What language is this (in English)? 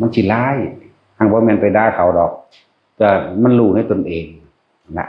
Northeastern Thai